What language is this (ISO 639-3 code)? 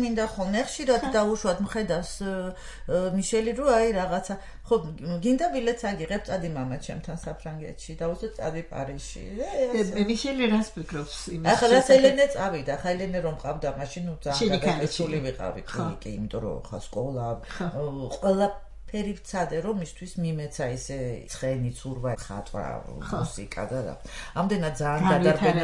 kat